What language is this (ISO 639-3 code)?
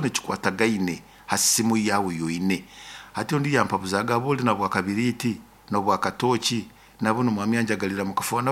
nyo